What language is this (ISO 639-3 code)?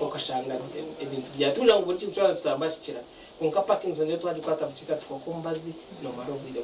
nyn